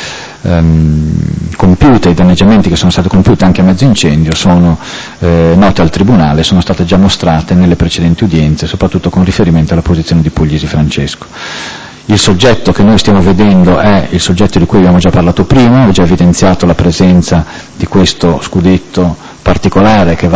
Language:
Italian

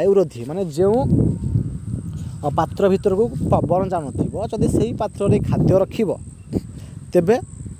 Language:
Odia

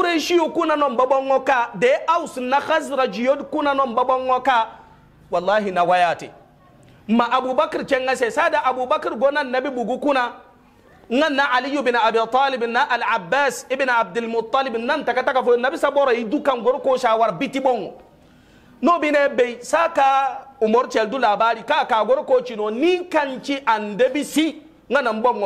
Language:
Hausa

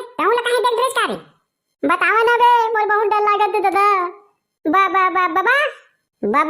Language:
Chhattisgarhi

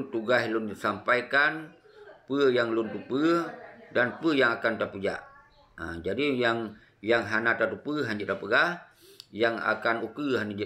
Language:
Achinese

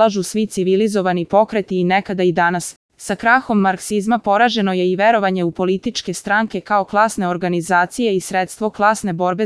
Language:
Serbian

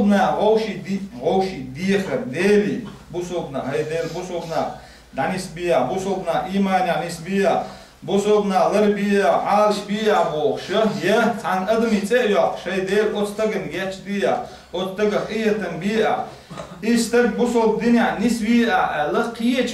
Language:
Chechen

